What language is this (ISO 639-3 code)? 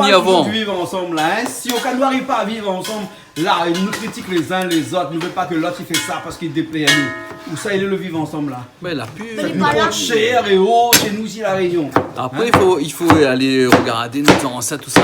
rcf